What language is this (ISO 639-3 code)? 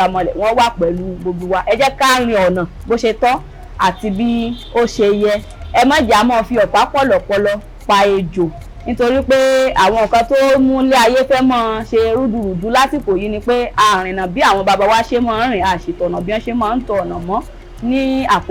yor